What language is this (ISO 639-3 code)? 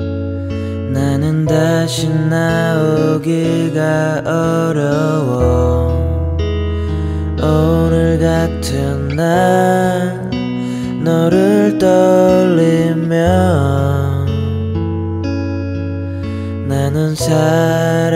kor